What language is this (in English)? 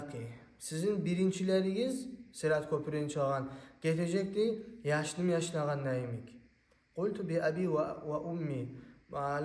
Kumyk